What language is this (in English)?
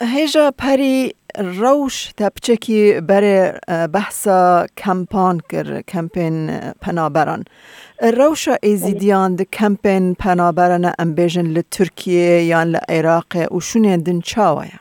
Kurdish